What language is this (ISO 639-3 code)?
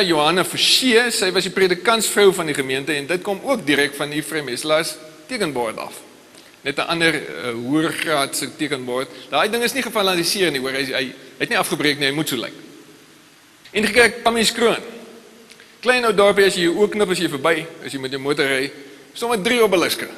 afr